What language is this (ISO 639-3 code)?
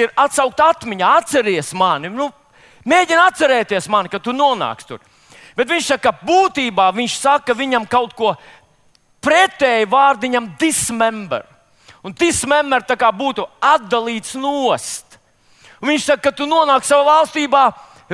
lav